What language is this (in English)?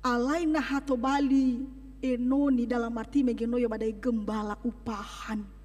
Nias